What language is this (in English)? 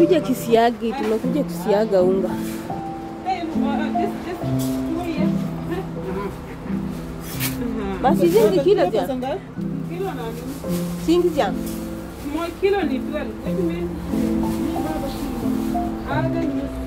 Swahili